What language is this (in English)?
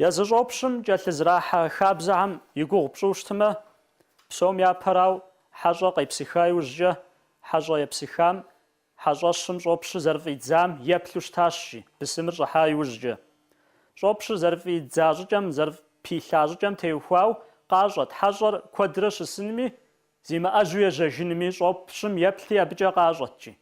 Kabardian